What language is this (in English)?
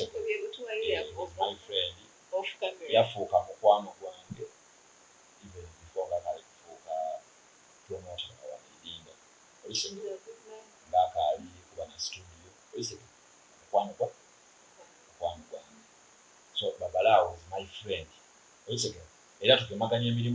Soga